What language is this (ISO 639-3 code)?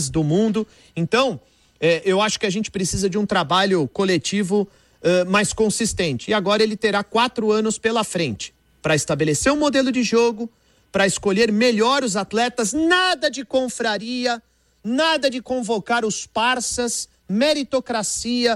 por